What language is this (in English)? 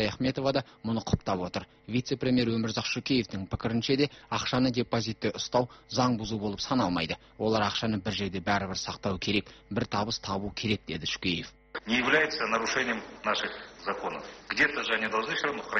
Kazakh